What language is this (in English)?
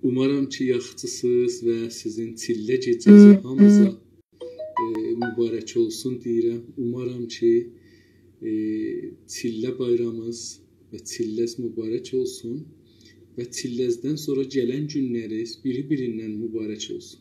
South Azerbaijani